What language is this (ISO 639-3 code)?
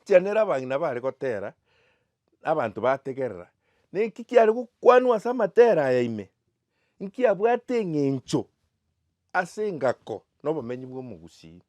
guz